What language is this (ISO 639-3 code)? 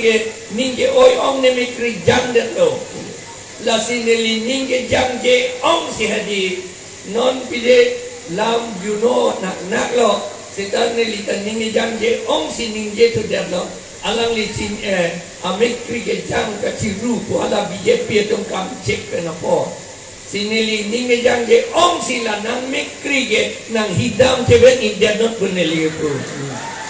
mjw